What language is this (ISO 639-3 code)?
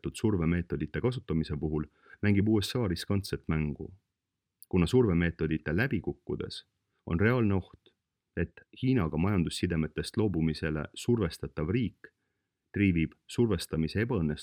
est